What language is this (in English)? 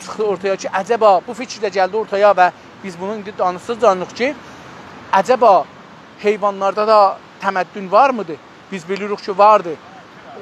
South Azerbaijani